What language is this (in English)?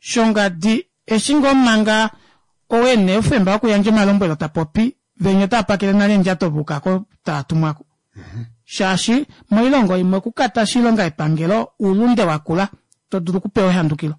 Kuanyama